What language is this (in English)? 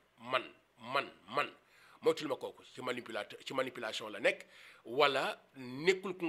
Wolof